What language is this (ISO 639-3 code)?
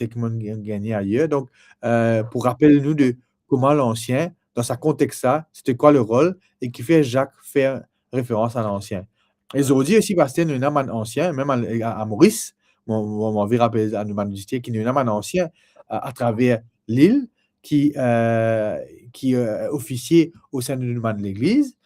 mfe